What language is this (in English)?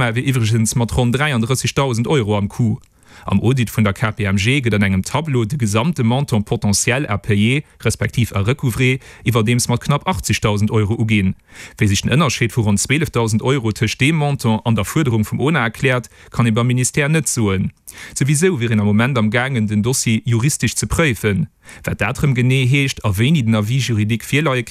Luxembourgish